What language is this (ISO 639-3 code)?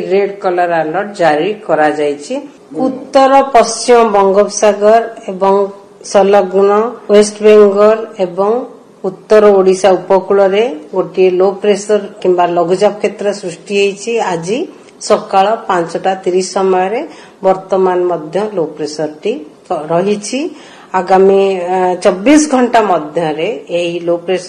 ori